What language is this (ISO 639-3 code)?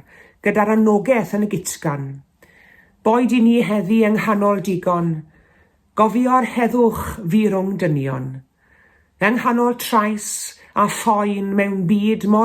cym